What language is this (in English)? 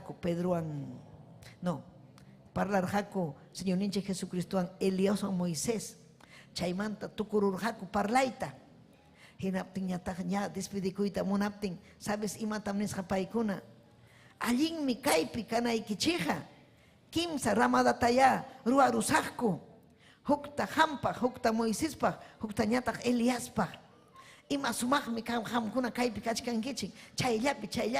Ayacucho Quechua